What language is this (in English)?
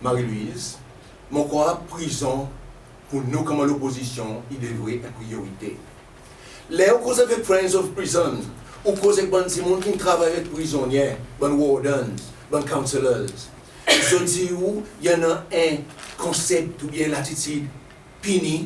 Seselwa Creole French